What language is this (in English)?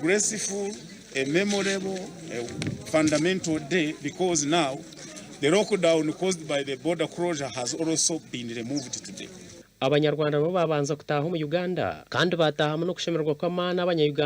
Nyankole